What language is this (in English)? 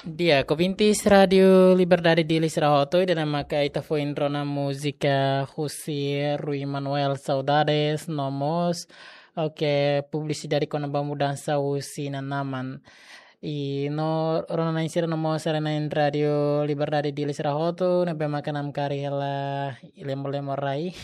Tetum